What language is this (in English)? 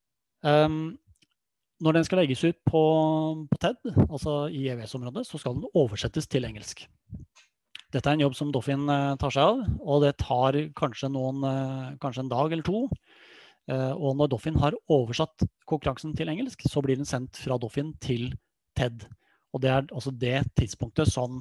Norwegian